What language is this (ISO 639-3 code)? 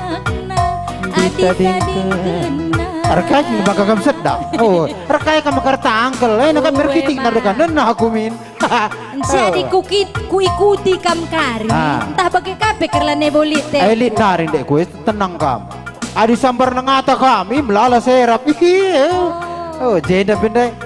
btx